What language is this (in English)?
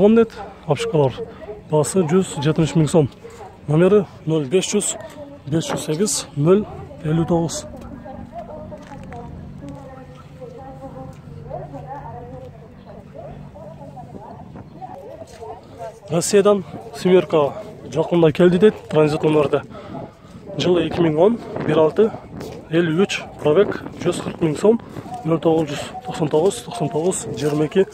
Kyrgyz